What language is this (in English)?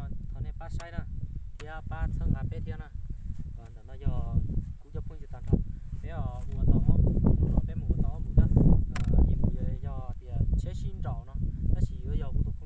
Hmong